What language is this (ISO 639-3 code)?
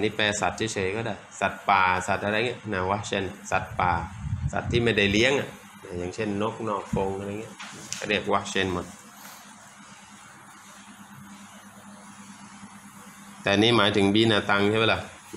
tha